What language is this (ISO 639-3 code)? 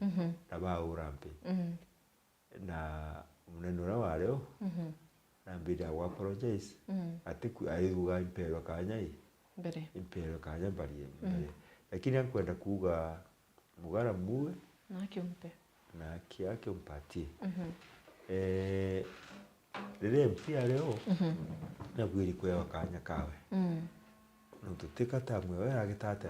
mer